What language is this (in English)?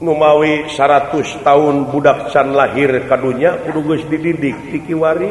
Sundanese